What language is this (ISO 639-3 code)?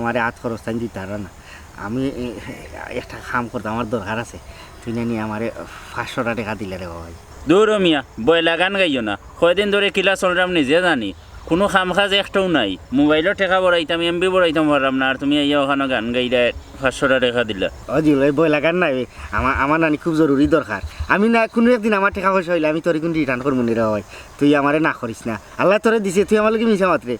syl